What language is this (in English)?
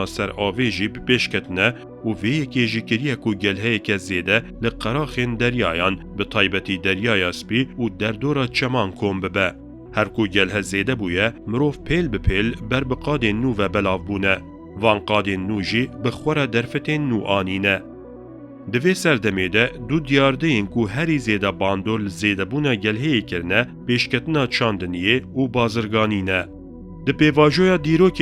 Kurdish